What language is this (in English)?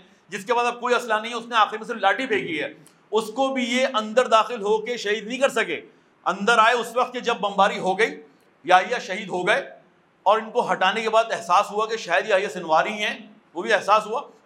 Urdu